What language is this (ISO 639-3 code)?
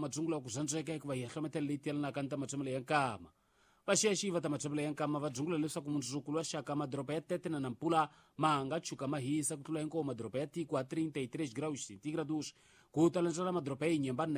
tso